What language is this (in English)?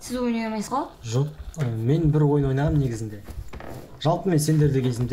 Kazakh